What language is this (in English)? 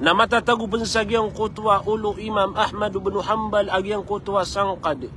Maranao